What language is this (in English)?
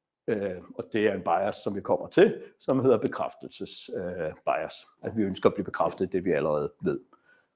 Danish